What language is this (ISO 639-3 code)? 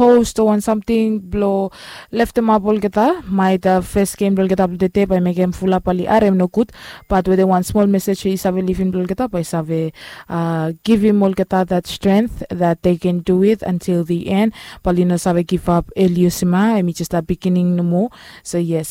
bis